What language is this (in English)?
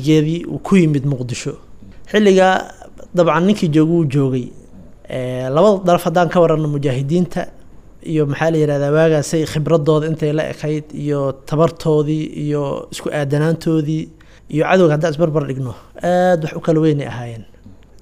Somali